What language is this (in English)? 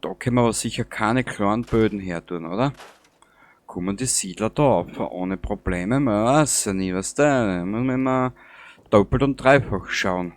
Bavarian